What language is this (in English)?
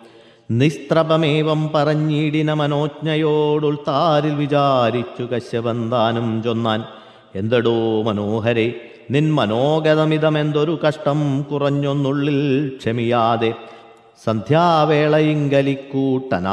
Malayalam